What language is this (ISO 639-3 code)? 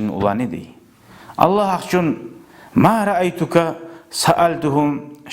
kum